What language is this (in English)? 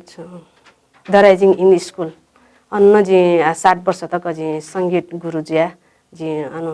Newari